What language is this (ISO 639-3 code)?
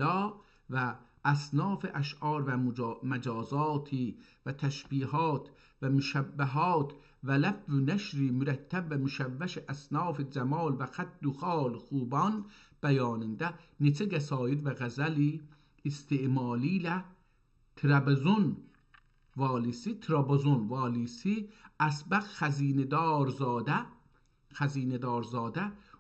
azb